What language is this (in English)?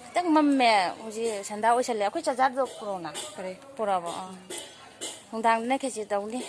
Manipuri